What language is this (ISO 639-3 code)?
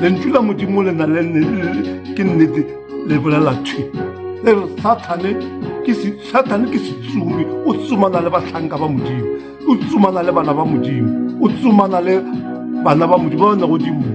nso